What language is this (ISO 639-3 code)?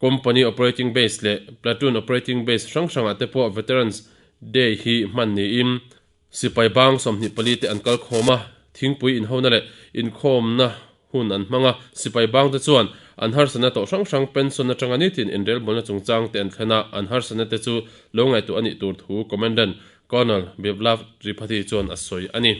lus